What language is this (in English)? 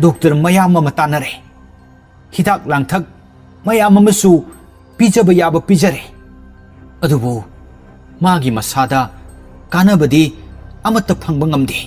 Manipuri